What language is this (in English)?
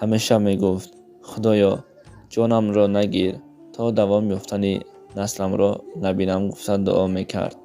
Tajik